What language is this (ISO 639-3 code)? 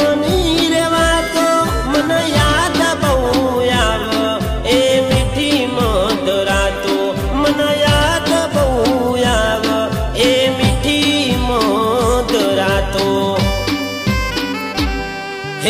guj